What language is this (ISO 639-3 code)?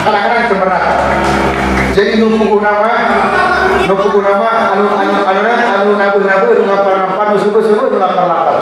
sun